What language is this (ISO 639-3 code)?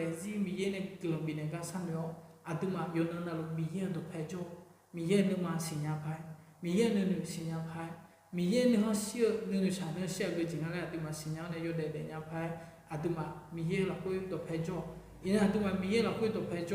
ahk